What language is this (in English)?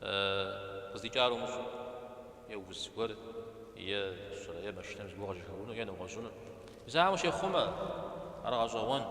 Kabardian